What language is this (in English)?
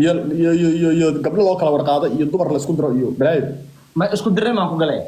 Somali